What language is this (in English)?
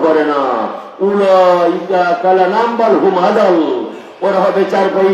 Sylheti